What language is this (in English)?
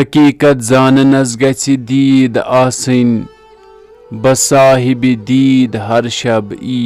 Kashmiri